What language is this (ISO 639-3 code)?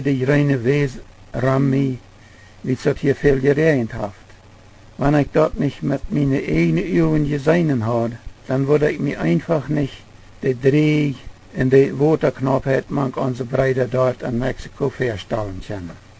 pdt